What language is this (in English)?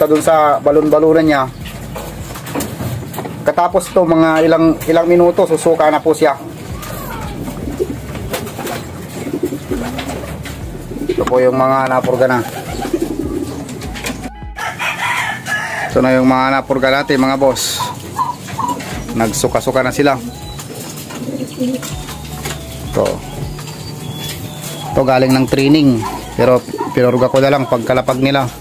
Filipino